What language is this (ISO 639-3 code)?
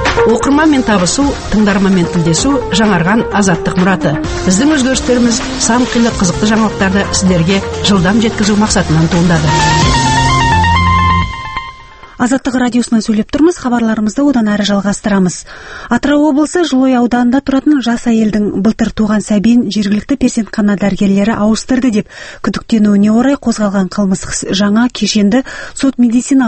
kaz